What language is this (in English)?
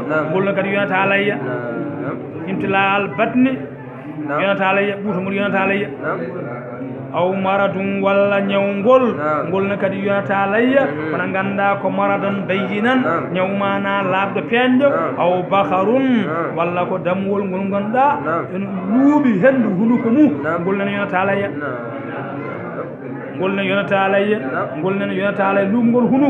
Fula